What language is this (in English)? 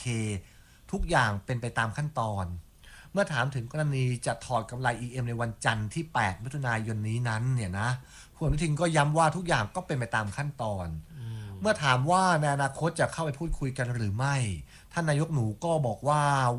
Thai